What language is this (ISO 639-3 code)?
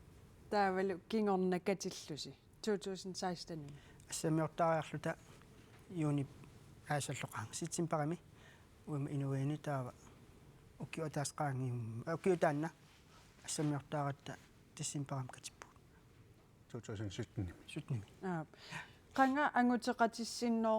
kal